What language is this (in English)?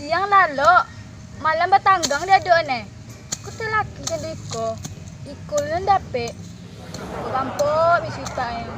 Minangkabau